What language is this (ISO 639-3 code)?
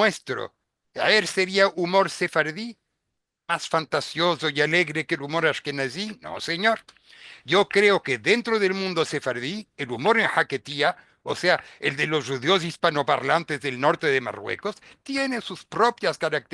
lad